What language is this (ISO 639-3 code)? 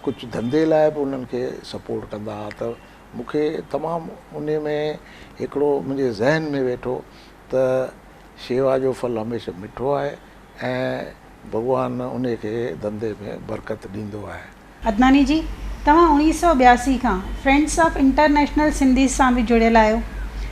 snd